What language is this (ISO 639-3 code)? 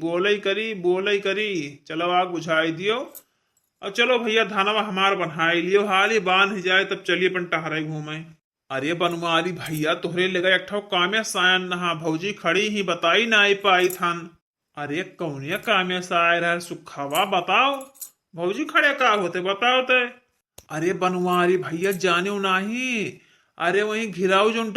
awa